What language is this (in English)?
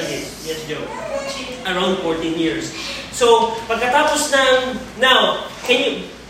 Filipino